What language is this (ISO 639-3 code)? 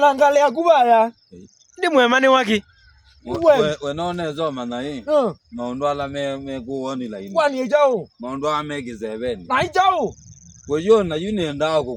kam